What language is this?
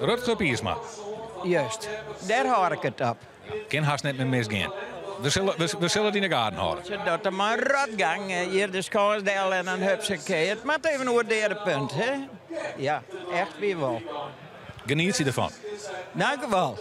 Western Frisian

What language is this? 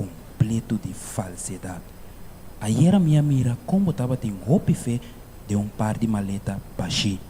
Papiamento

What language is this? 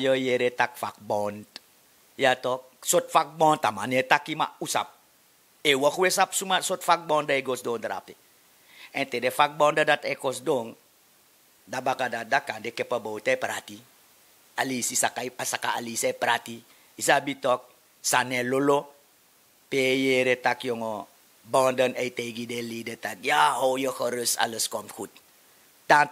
Sranan Tongo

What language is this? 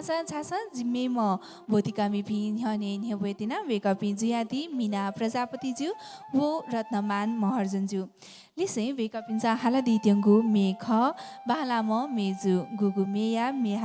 Newari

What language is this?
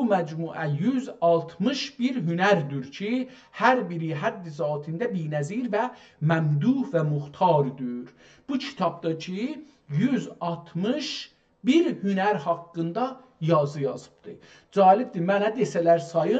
South Azerbaijani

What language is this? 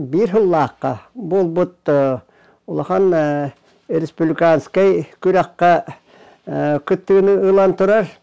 Yakut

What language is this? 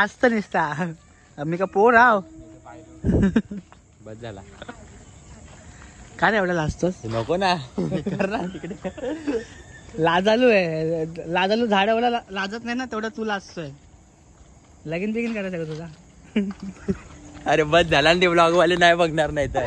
Marathi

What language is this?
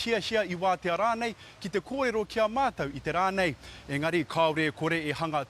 Māori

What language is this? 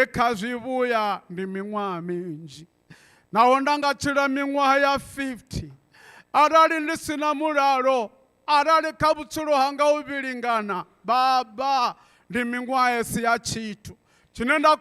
Venda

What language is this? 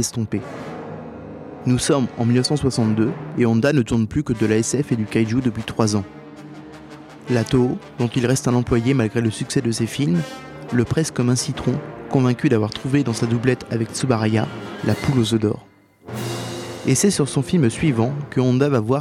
French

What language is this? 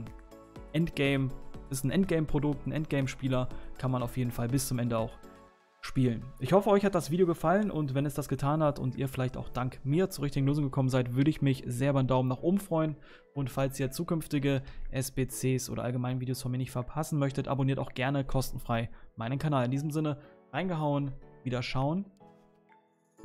German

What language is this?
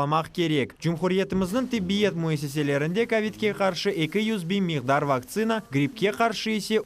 Crimean Tatar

